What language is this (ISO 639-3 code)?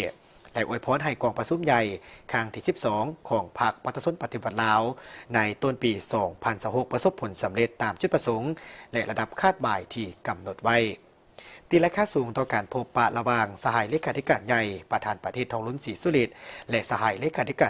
lao